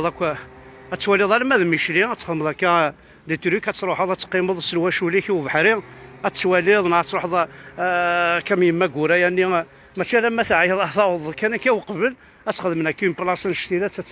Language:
Kabyle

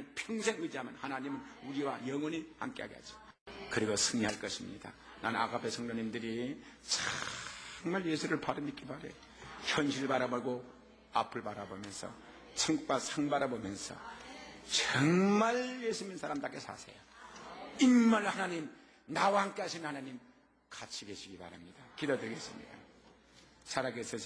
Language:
Korean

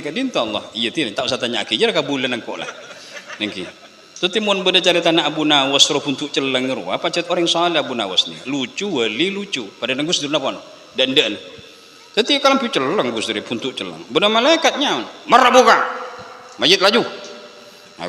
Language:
Madurese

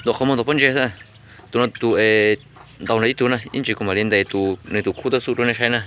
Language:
Hmong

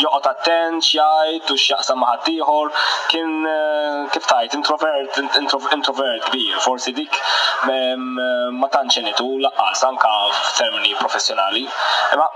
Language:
Maltese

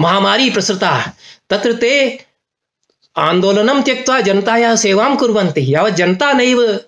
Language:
Sanskrit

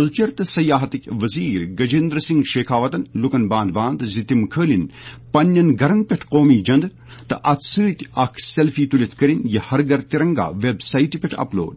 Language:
Kashmiri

